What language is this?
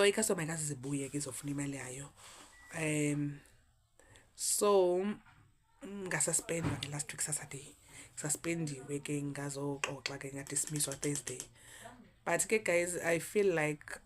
Zulu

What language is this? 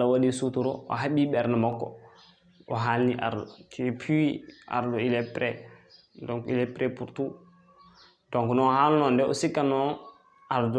Fula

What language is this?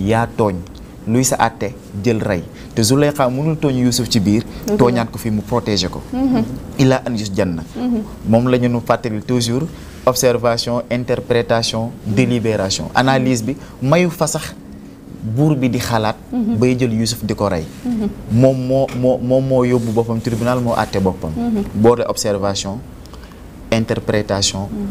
Wolof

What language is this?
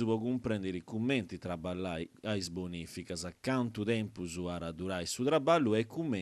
Sardinian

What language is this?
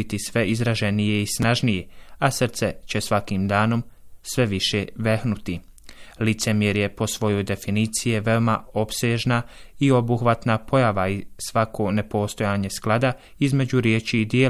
Bosnian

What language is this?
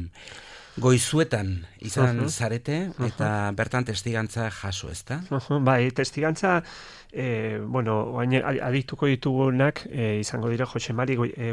Basque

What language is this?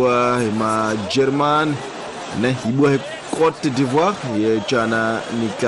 Tsonga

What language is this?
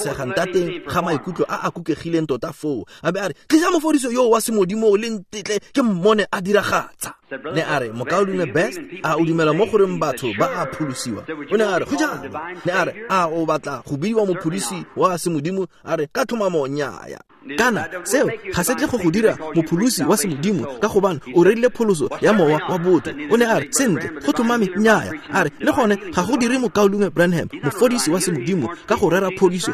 Tswana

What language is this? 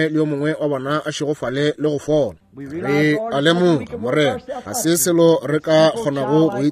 Northern Sotho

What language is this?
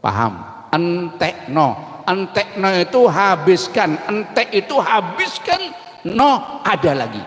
Banjar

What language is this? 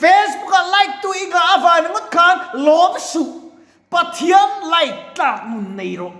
Mizo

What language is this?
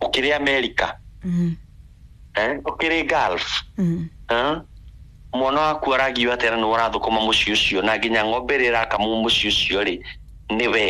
Kikuyu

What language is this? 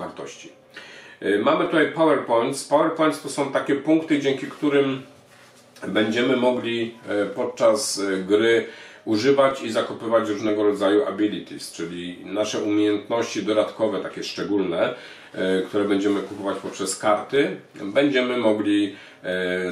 Polish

